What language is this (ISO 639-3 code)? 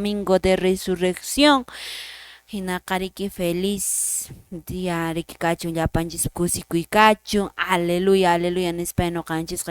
que